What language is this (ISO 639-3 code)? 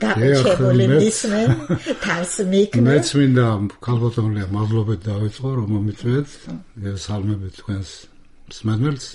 kat